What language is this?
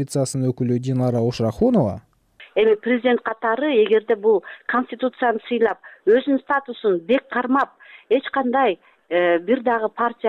Kyrgyz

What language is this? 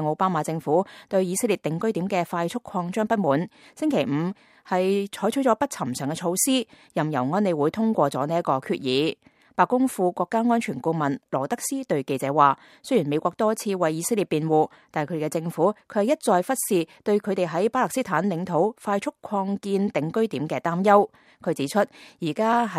Cantonese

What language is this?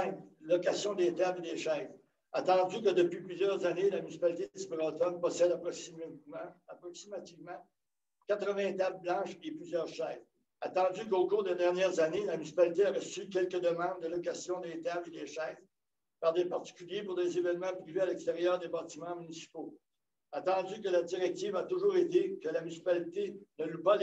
French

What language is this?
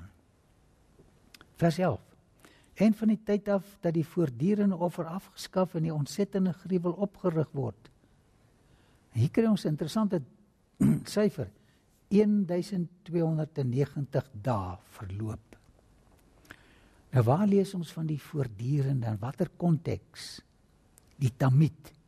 Afrikaans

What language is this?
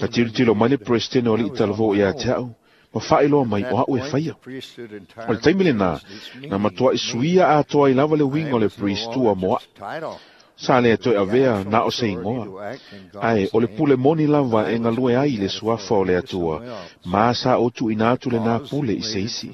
Samoan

